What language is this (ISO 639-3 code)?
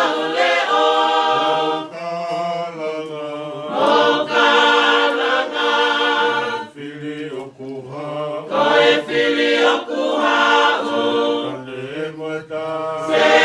ton